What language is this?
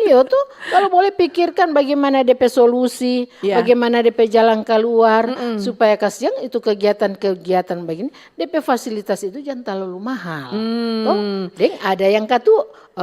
Manado Malay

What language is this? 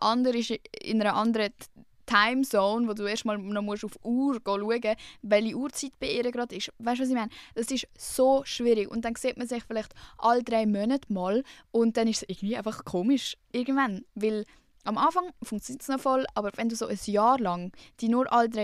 Swiss German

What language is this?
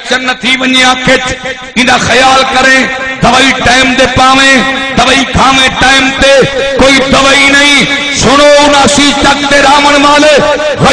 Saraiki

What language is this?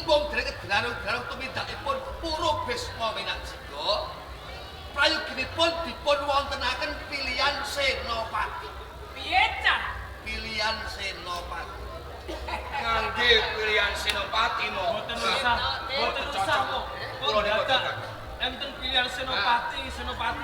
Javanese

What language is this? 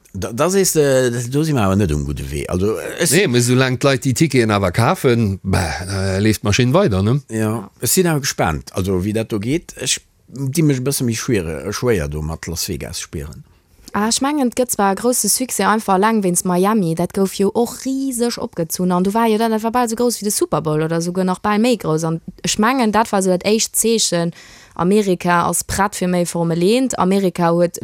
Luxembourgish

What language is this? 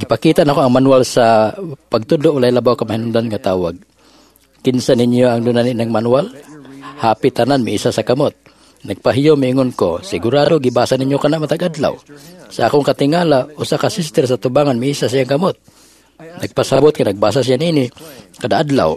Cebuano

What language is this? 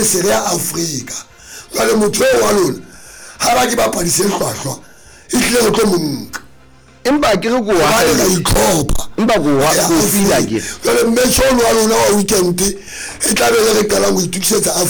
Southern Sotho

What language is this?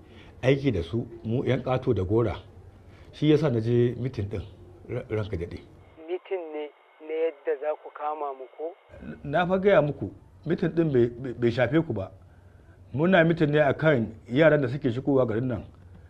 Hausa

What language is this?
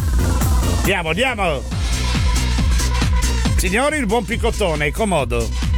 Italian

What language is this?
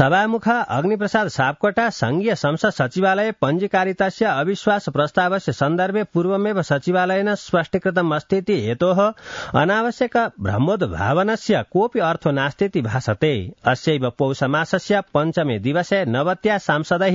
Sanskrit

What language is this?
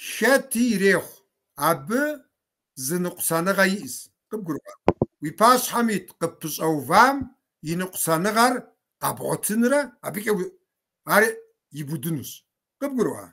Kabardian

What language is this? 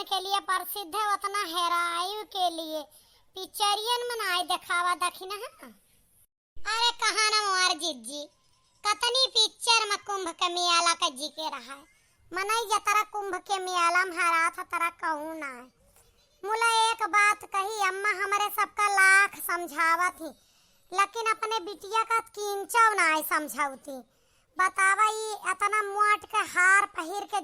Awadhi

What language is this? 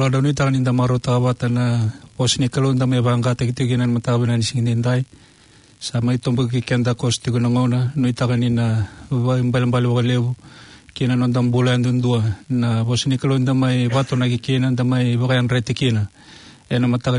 Fijian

